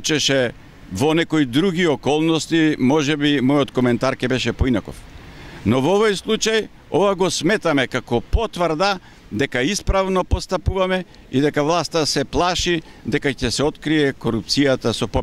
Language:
Macedonian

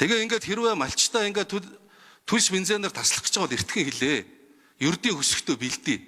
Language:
Mongolian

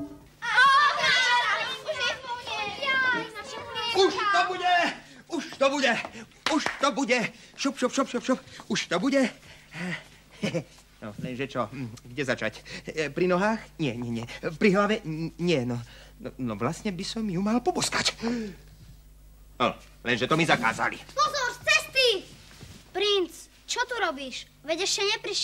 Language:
Slovak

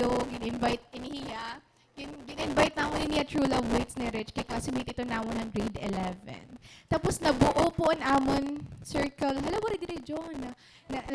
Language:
Waray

